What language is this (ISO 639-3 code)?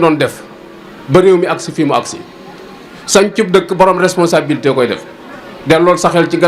wol